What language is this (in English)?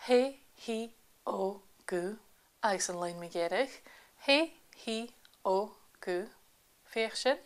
Scottish Gaelic